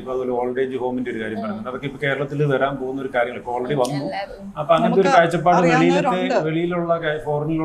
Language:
Malayalam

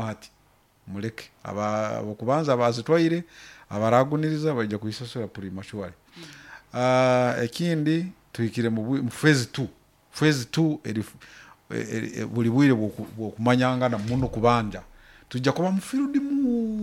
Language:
Nyoro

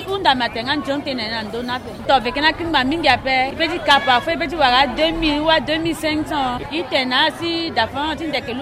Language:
Sango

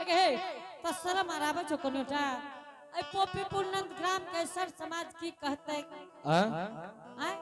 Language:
Angika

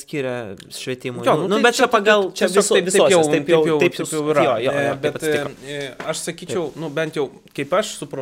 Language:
Lithuanian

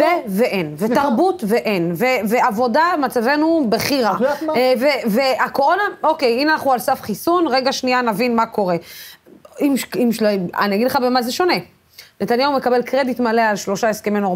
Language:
Hebrew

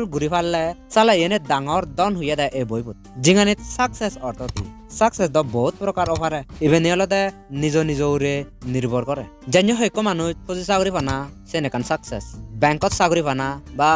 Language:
Chakma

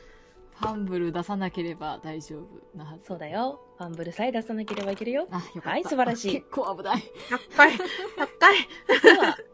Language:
Japanese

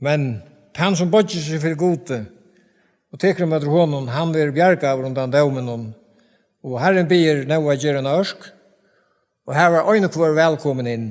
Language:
Faroese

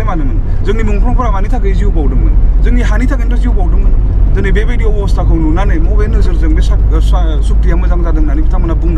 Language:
Bodo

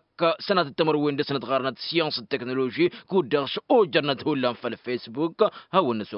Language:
Tamasheq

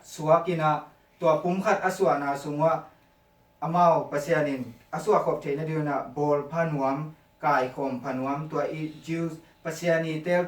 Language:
Tedim Chin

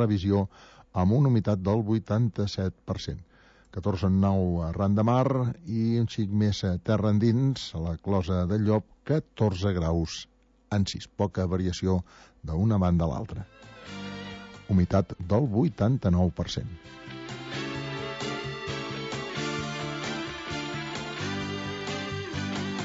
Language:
Catalan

